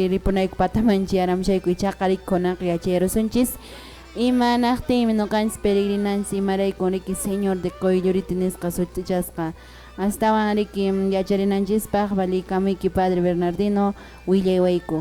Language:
Quechua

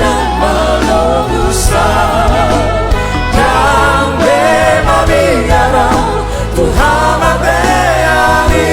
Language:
Batak Toba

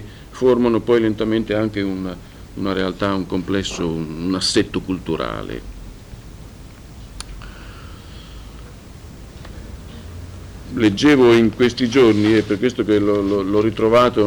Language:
Italian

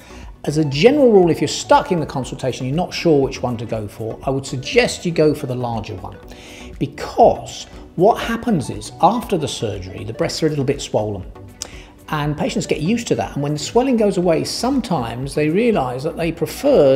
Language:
English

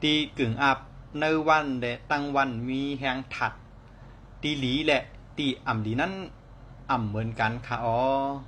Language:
Shan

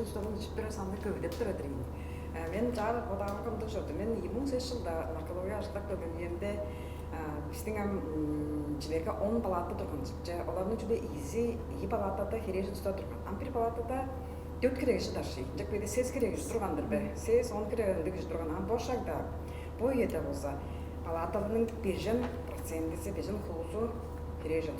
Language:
Tuvinian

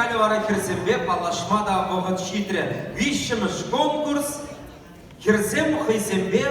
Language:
Chuvash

